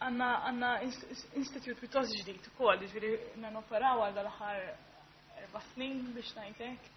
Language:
Maltese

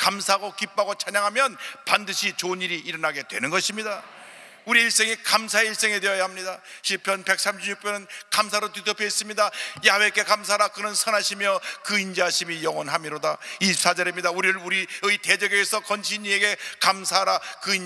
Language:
Korean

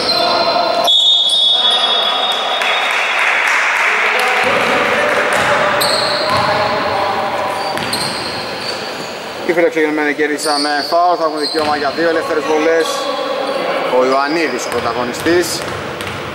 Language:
Greek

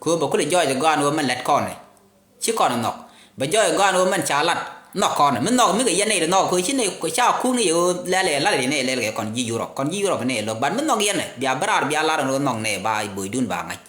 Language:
Nuer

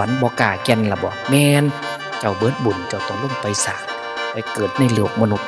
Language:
Northeastern Thai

